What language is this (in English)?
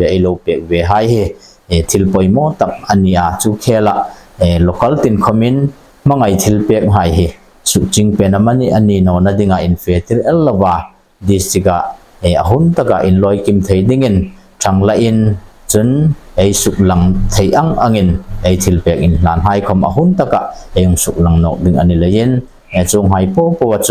Hmar